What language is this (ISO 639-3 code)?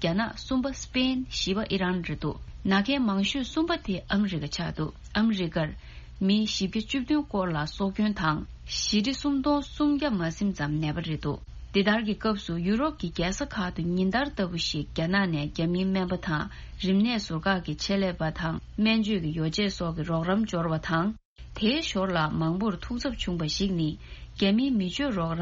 bod